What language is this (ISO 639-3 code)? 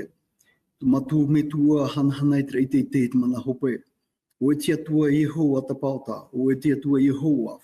tah